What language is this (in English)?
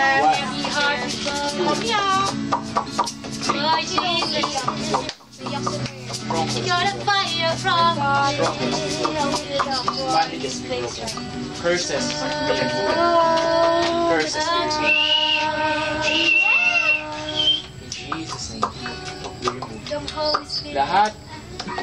Filipino